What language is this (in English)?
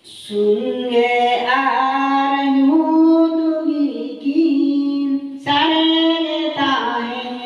Santali